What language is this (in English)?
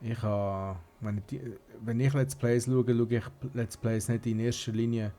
Swiss German